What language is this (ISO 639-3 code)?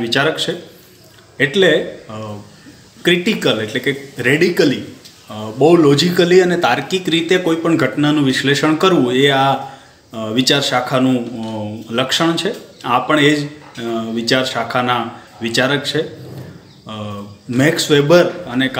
guj